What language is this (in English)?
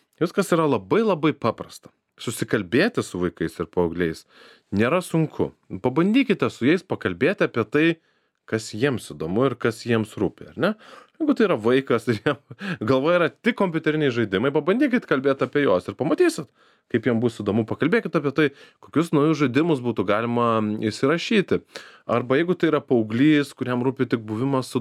Lithuanian